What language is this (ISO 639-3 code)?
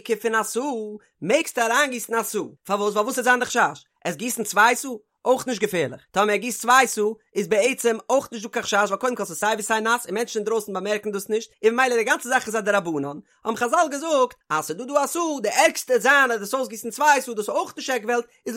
yid